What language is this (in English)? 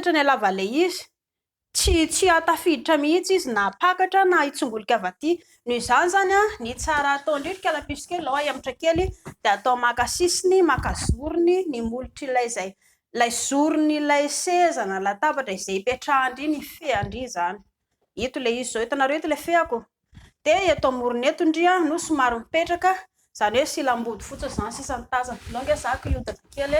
Malagasy